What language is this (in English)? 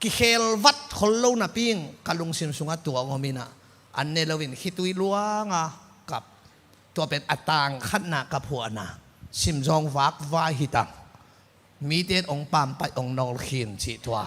Tedim Chin